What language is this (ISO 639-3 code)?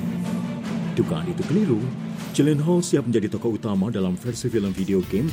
ind